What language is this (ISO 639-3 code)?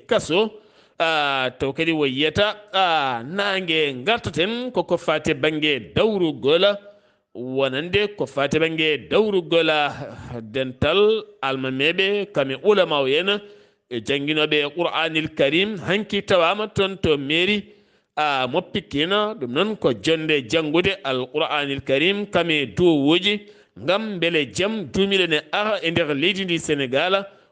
ful